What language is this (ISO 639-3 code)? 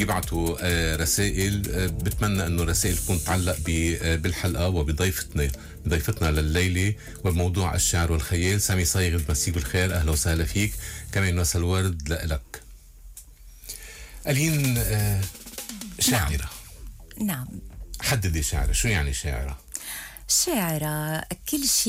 apc